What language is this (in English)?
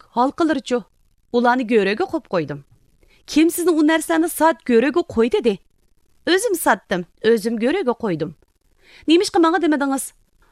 Uyghur